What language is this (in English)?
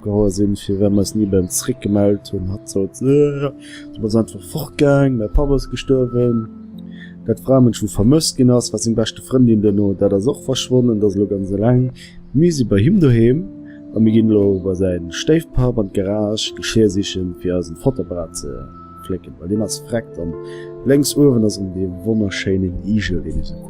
Luxembourgish